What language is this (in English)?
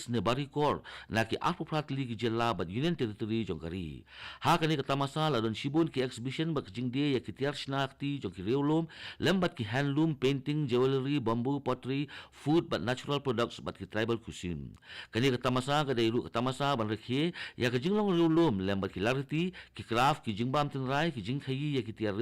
Khasi